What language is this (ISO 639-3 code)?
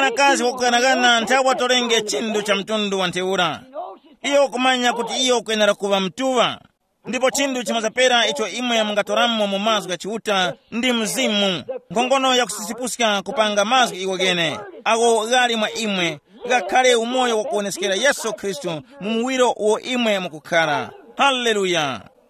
tum